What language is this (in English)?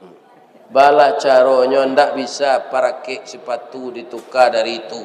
Minangkabau